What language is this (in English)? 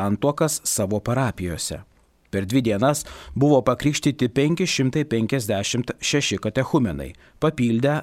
Lithuanian